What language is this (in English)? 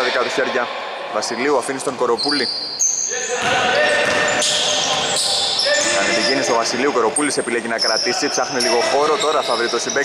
Greek